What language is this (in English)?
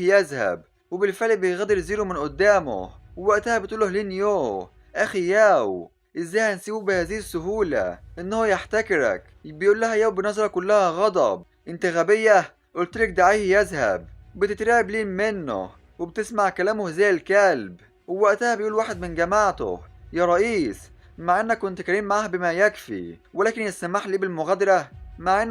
Egyptian Arabic